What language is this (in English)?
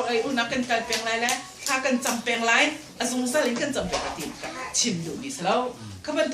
Hakha Chin